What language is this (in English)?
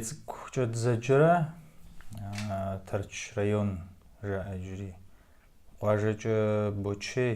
Kabardian